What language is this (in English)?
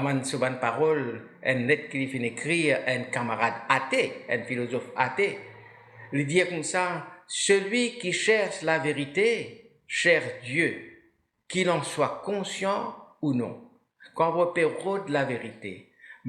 Morisyen